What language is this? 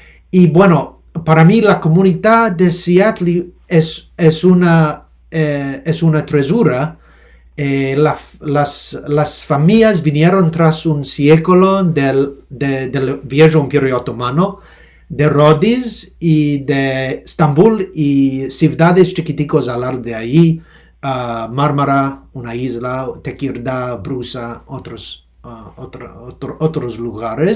Ladino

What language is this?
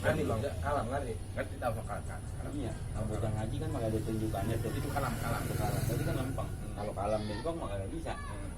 Betawi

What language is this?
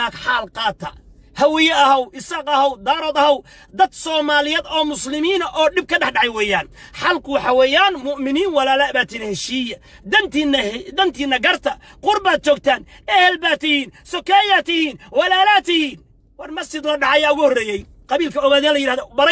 Somali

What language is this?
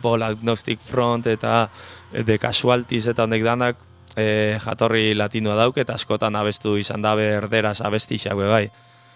Basque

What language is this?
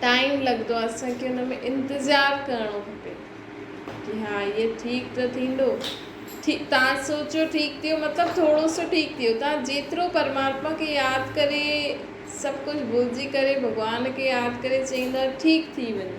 Sindhi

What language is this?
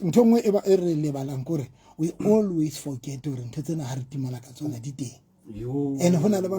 Southern Sotho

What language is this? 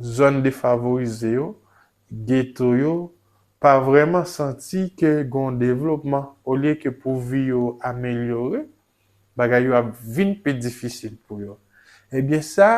Haitian Creole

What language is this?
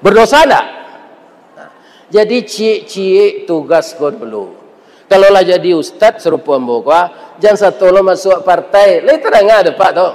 Minangkabau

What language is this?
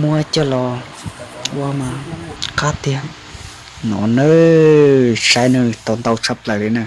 Hmong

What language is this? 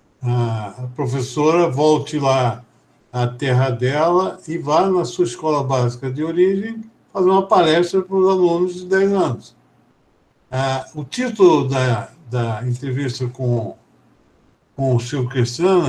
Portuguese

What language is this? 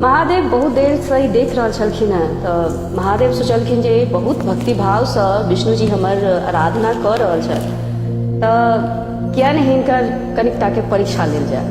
Maithili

